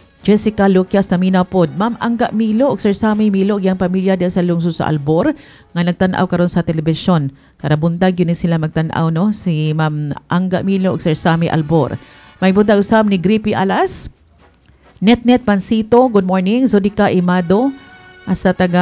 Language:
Cebuano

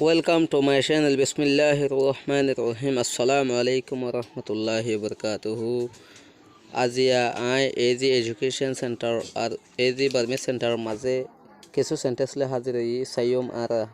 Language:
Rohingya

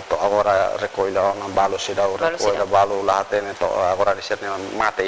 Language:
Tetum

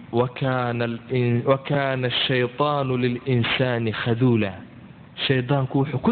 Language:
Somali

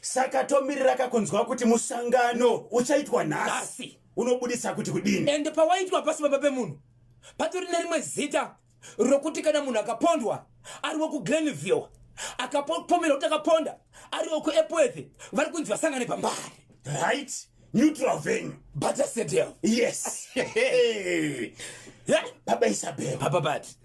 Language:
Shona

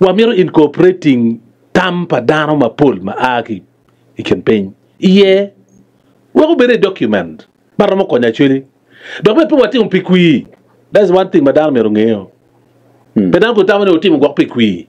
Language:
Acoli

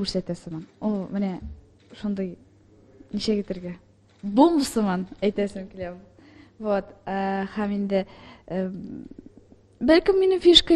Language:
Tatar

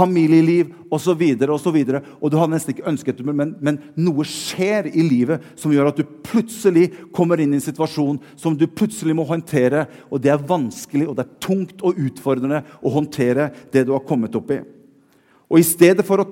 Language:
Norwegian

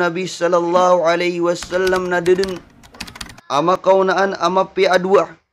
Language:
Maranao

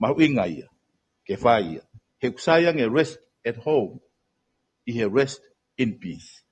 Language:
Tongan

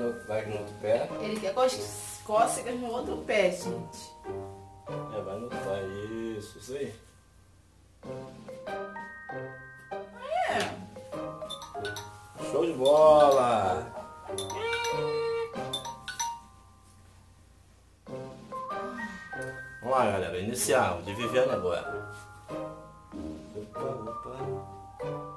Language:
Portuguese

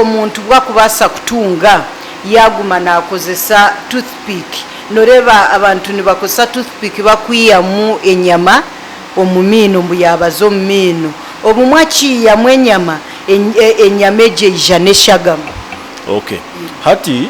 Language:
Nyankole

